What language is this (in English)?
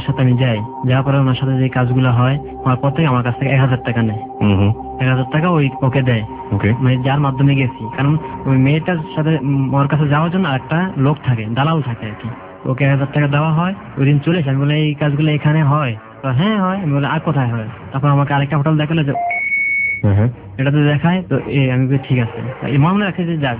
Bangla